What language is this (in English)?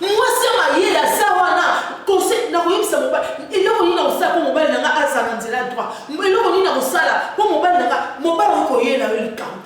Lingala